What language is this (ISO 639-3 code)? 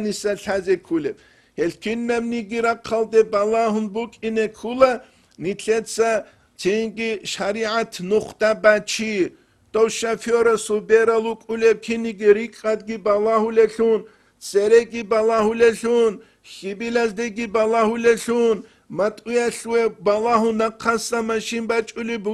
ava